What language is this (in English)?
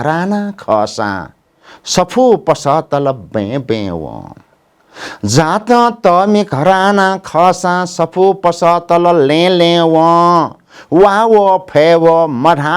Newari